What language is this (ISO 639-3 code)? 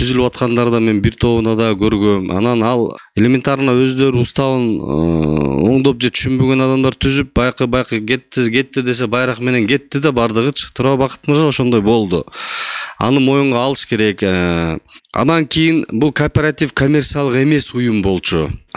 kir